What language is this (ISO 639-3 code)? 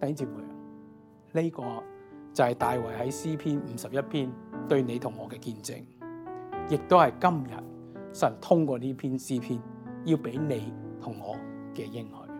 yue